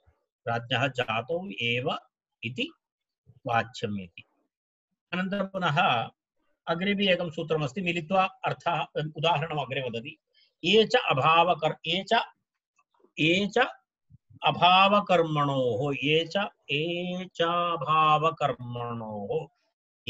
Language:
Sanskrit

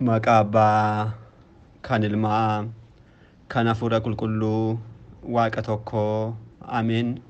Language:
Oromo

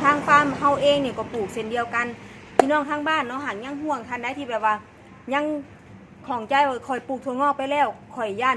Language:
Northeastern Thai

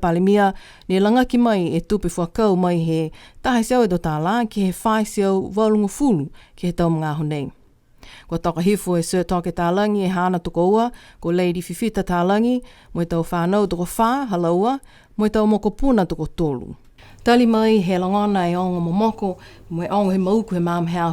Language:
Niuean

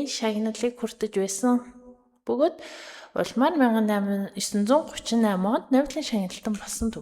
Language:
Mongolian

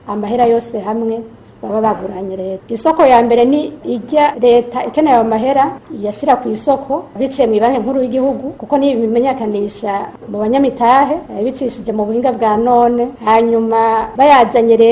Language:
Rundi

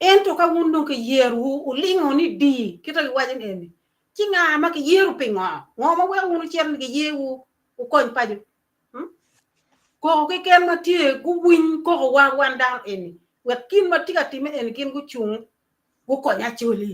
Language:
Acoli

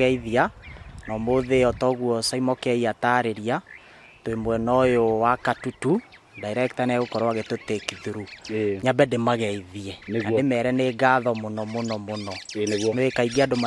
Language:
Kikuyu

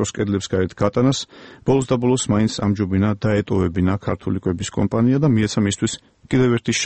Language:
Georgian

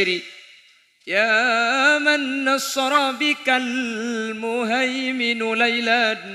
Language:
Madurese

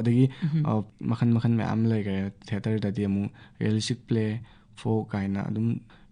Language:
Manipuri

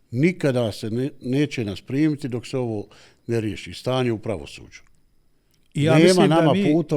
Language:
Bosnian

